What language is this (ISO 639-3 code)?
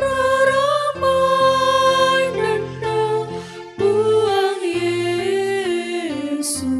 sda